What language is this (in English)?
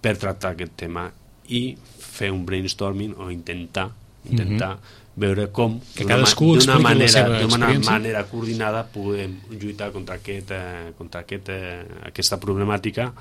Catalan